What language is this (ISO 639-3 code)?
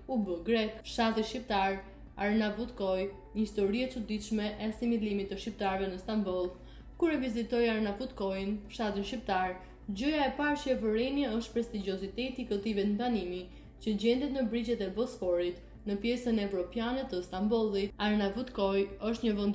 sqi